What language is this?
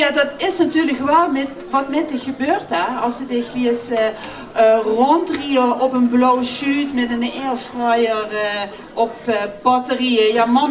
Limburgish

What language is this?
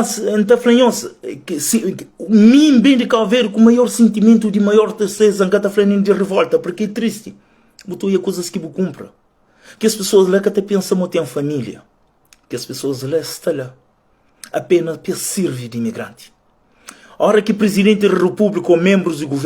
Kabuverdianu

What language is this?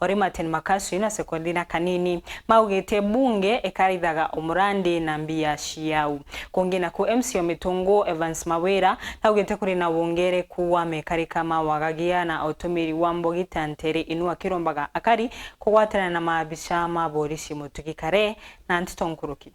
Meru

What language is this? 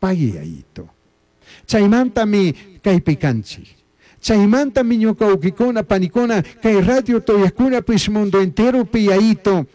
Chimborazo Highland Quichua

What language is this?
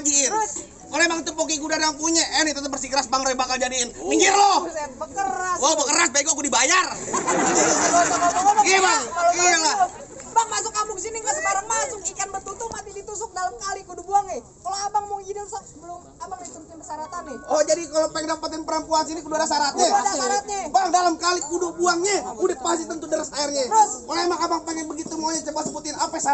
Betawi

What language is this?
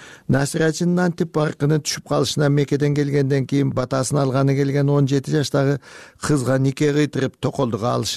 Kyrgyz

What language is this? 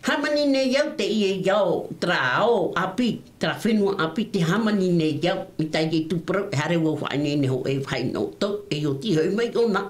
Tahitian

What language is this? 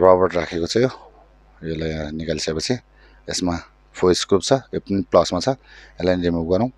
Nepali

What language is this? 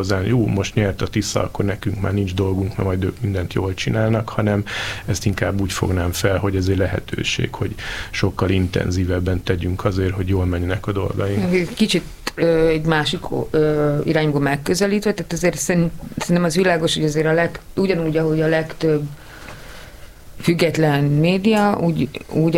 Hungarian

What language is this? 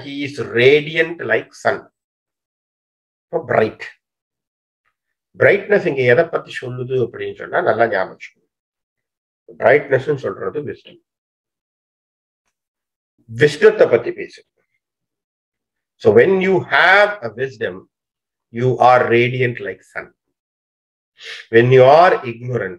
Tamil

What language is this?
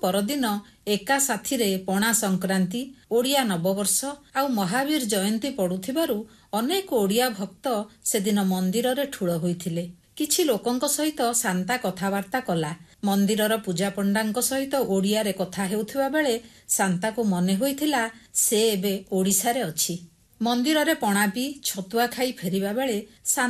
Odia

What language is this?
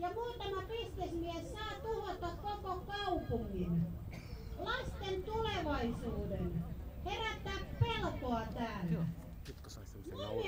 Finnish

